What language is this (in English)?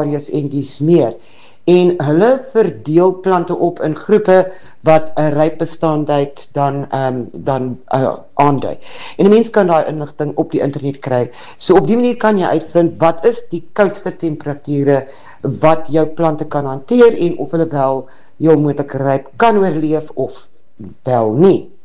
Afrikaans